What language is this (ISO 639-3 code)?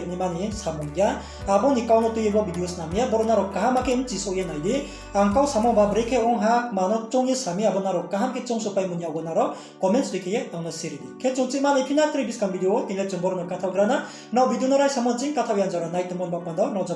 ria